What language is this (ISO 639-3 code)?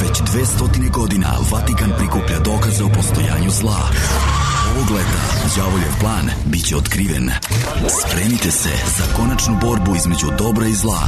srp